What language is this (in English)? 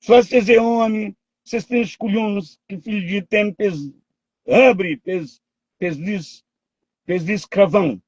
Kabuverdianu